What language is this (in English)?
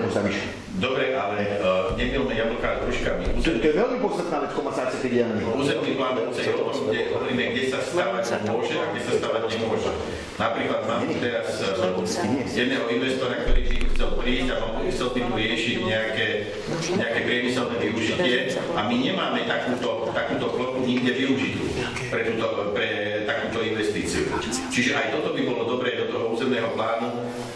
Slovak